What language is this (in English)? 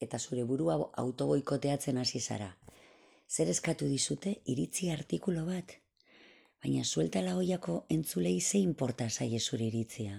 Basque